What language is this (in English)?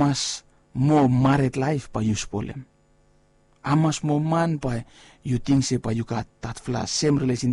Bislama